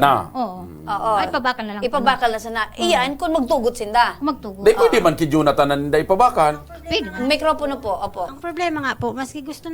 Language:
Bikol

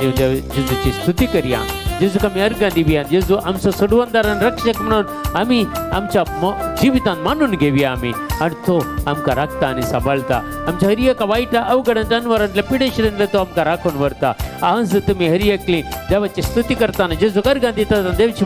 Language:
Konkani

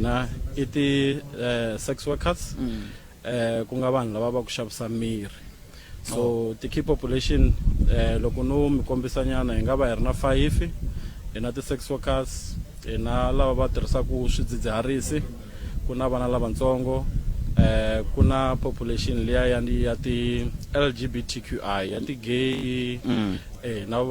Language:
Tsonga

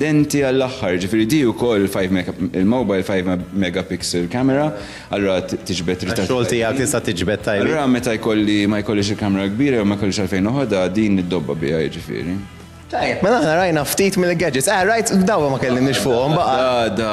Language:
Maltese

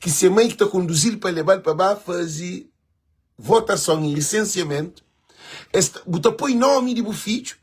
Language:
Kabuverdianu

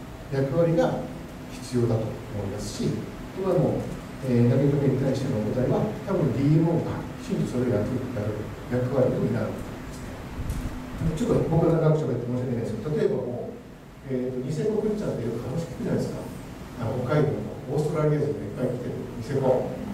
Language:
Japanese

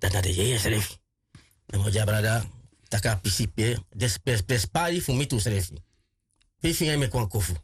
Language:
Sranan Tongo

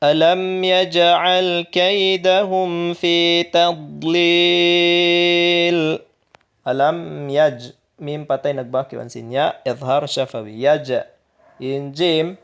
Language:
Tausug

